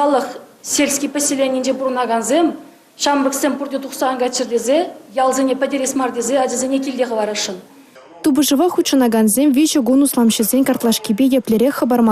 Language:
Chuvash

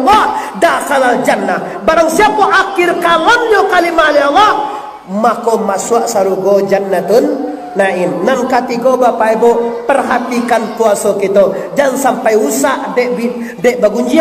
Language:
Minangkabau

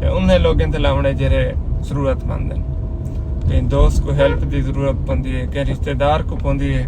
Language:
Saraiki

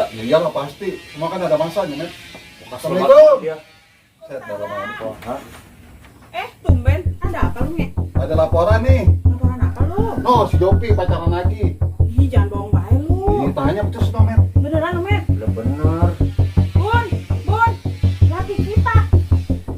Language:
Betawi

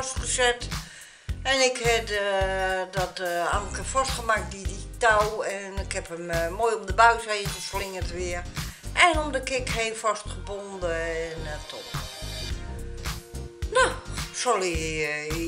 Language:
Dutch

